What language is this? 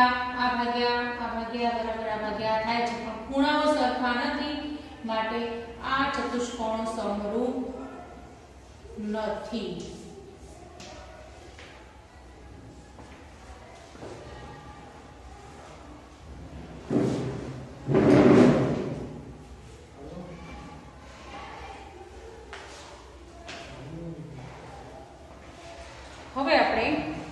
Gujarati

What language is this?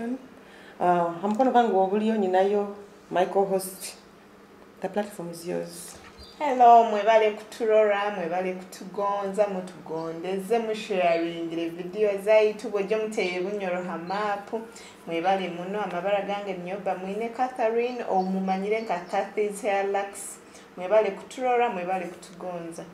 Nyoro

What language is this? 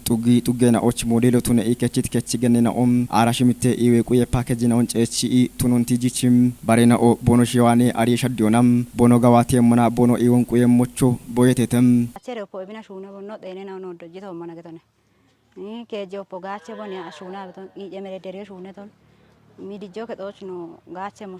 Kafa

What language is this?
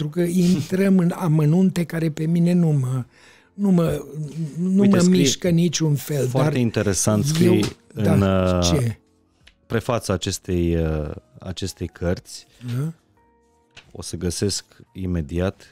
Romanian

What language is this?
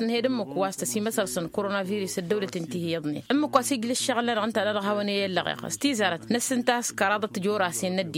Tamasheq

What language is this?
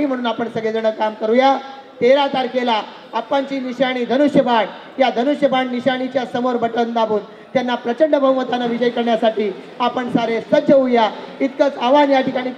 Marathi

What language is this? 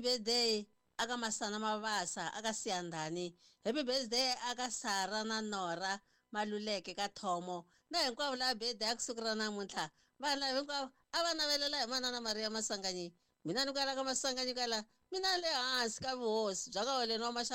Tsonga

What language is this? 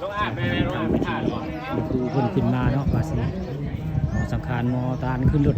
Northeastern Thai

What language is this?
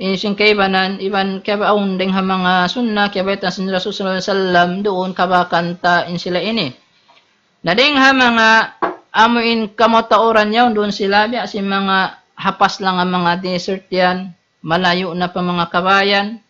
Tausug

